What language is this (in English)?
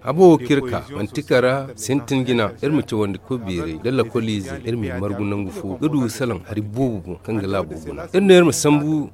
Zarma